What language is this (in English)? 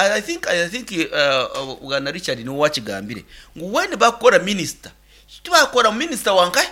Nyankole